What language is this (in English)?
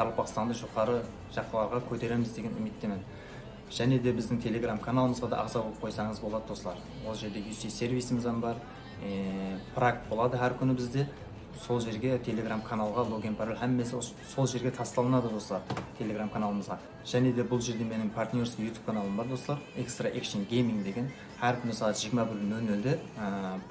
Kara-Kalpak